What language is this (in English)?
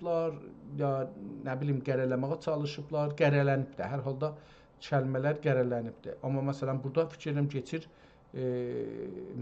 South Azerbaijani